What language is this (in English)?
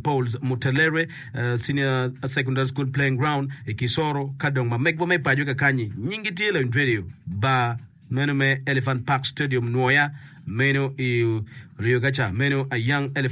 Acoli